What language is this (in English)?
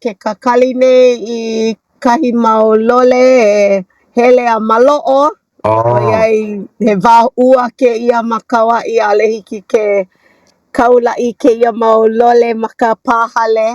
Hawaiian